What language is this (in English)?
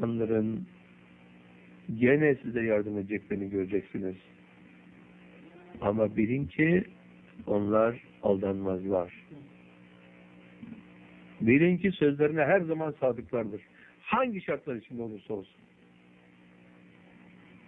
Turkish